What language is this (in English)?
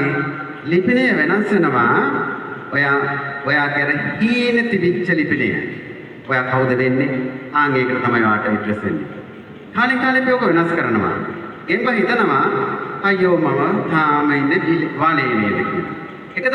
Sinhala